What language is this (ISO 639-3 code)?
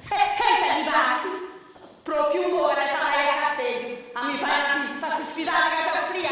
srd